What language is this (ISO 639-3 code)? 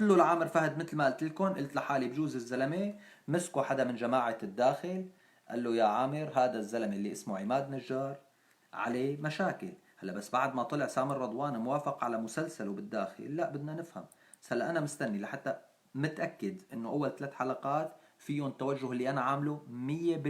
apc